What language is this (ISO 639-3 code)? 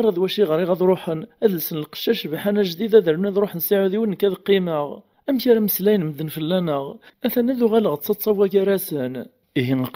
kab